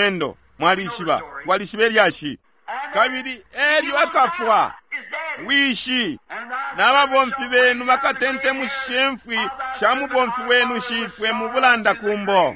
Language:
Bemba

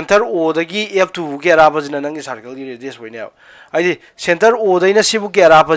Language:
Manipuri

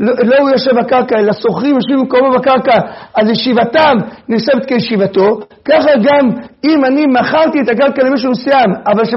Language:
Hebrew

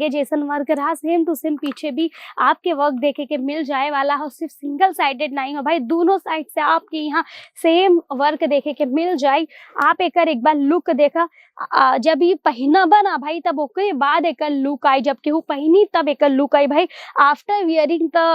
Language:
Bhojpuri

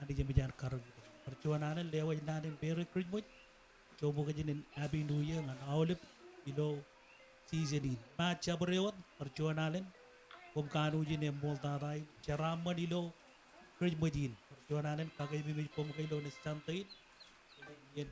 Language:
Marshallese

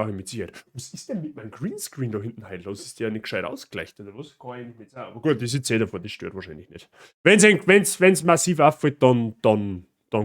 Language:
Bavarian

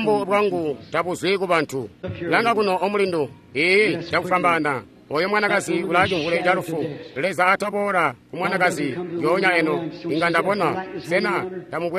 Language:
Tonga (Zambia)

